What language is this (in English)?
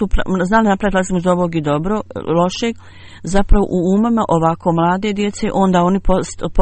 Bosnian